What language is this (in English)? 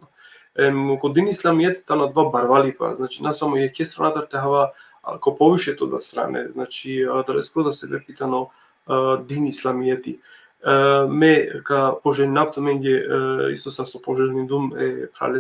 Balkan Romani